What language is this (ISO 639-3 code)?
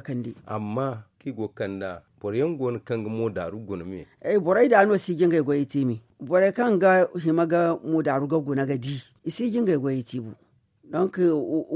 dje